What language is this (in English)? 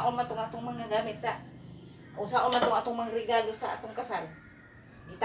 Cebuano